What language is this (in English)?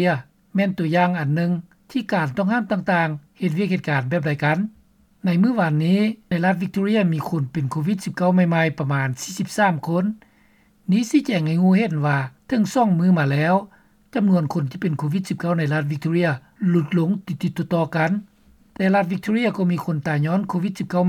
Lao